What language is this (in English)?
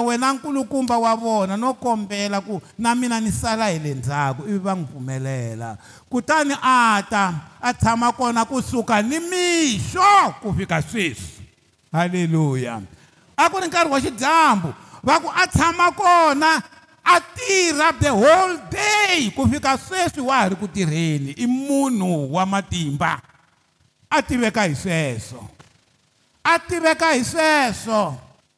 Tsonga